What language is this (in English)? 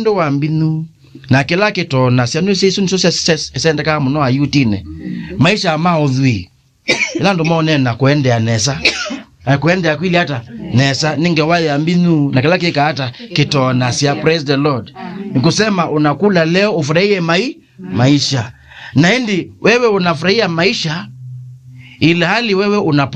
Kamba